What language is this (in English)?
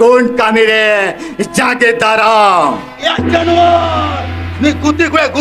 Santali